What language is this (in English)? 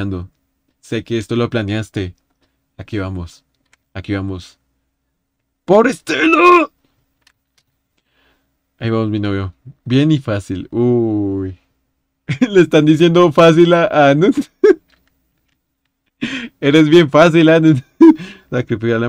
Spanish